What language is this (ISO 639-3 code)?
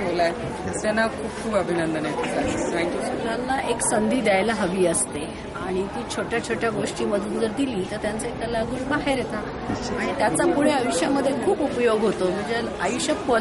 mar